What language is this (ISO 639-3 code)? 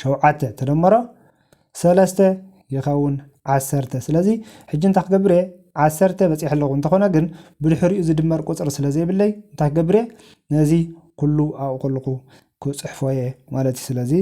tir